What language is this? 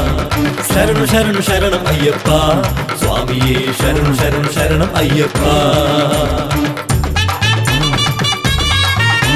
Kannada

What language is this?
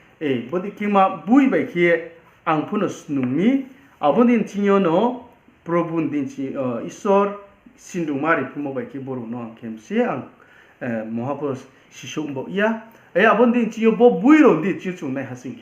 Riang (India)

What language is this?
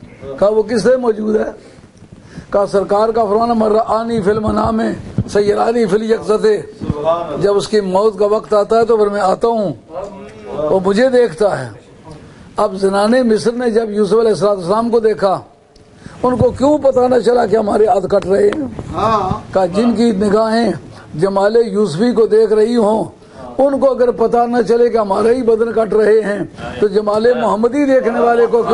Urdu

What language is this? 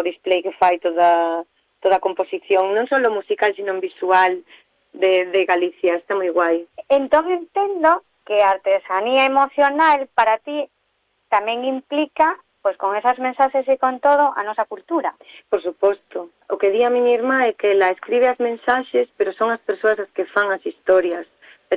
Galician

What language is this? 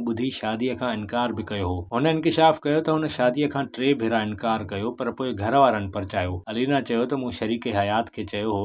Sindhi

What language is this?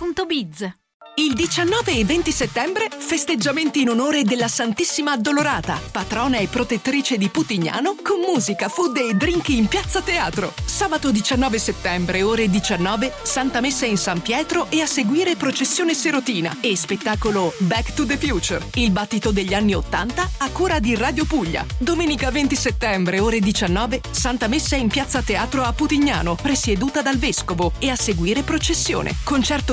Italian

